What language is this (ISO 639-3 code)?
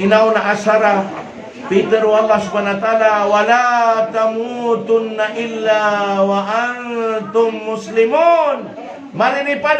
mrw